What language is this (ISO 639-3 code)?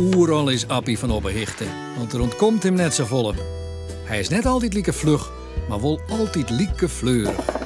fry